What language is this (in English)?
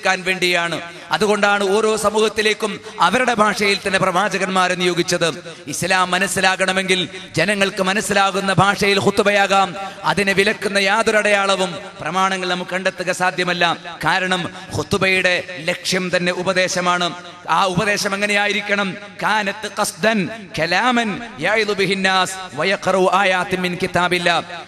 Malayalam